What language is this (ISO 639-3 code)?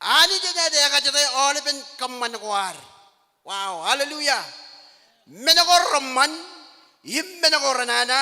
mah